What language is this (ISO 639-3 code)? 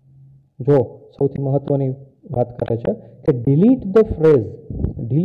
guj